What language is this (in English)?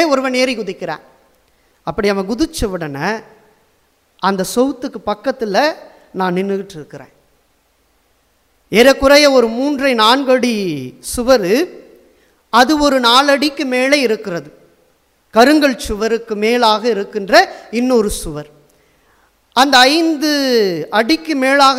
Tamil